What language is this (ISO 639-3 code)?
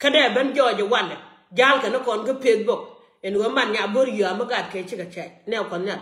nus